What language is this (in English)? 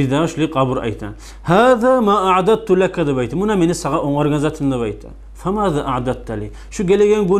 Kumyk